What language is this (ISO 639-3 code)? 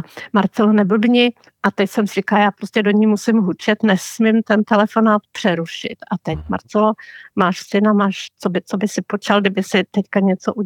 ces